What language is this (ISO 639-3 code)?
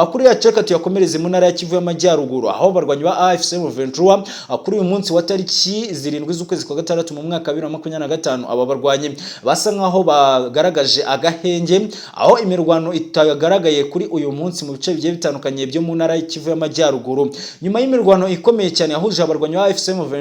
kin